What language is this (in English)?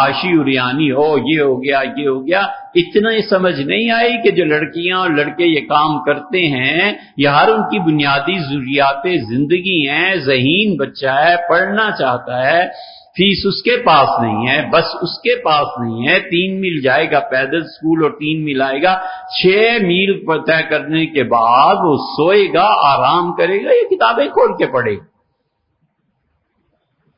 Urdu